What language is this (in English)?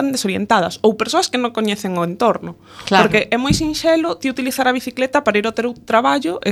Galician